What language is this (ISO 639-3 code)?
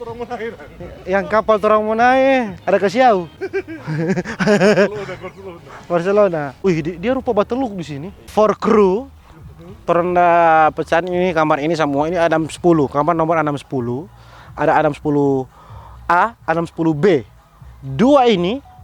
xmm